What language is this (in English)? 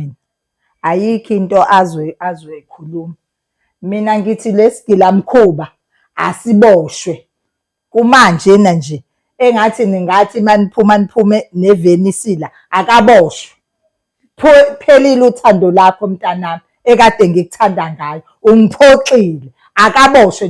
Zulu